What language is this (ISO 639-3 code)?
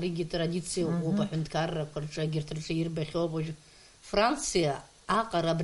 abk